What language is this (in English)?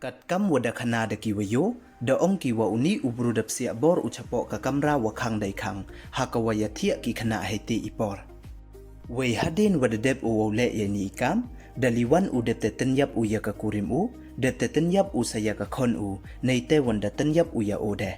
Pnar